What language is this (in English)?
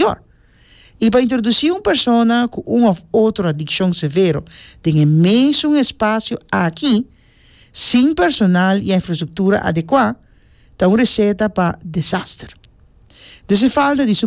Papiamento